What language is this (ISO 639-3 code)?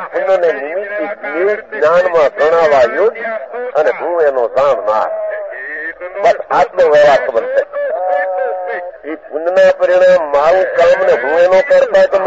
guj